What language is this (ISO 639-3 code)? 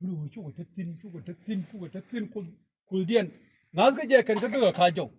nus